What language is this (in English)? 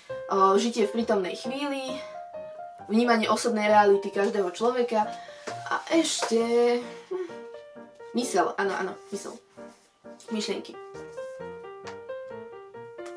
Slovak